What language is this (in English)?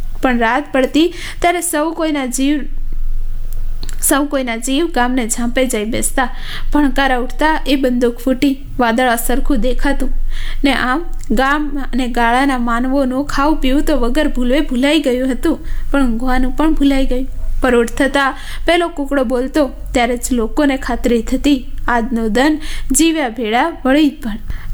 Gujarati